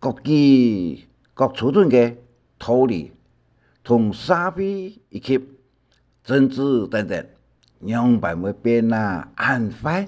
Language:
Hakka Chinese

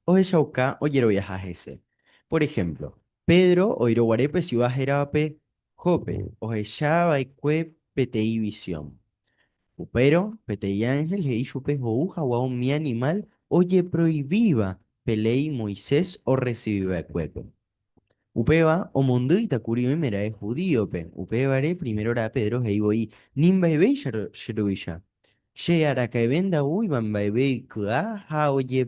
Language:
Guarani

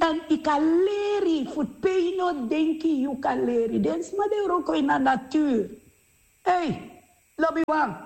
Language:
Sranan Tongo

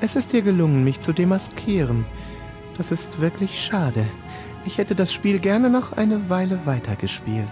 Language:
Bavarian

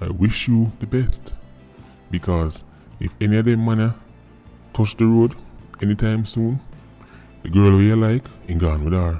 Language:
Jamaican Creole English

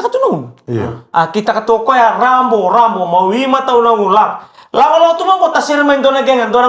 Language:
Fijian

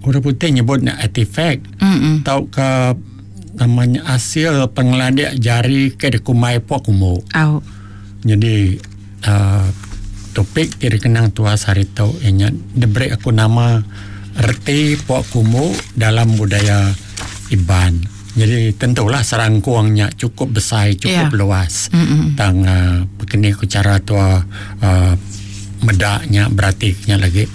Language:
Iban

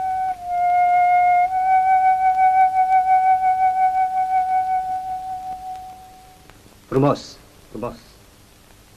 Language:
Romanian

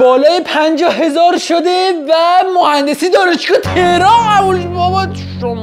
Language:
Persian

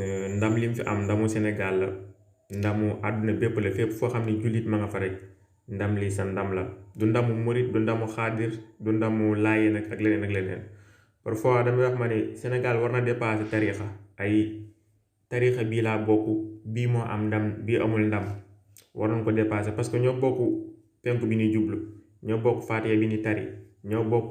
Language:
Wolof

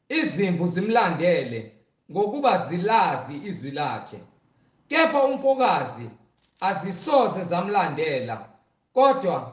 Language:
Zulu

